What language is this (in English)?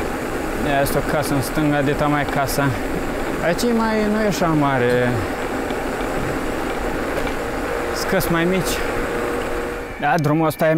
Romanian